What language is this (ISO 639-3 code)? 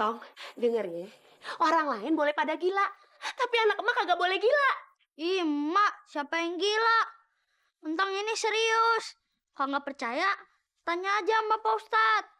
bew